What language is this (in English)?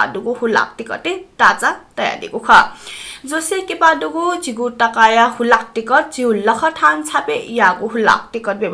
Newari